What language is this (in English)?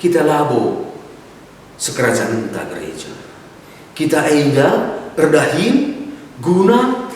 Batak Karo